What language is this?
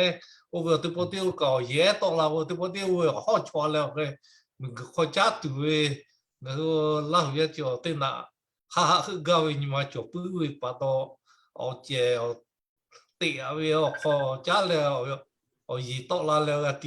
Lahu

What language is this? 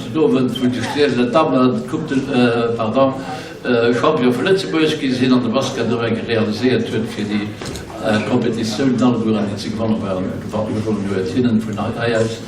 Luxembourgish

